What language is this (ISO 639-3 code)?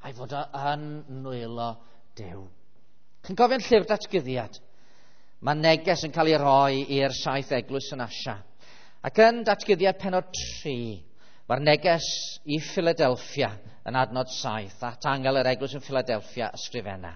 cym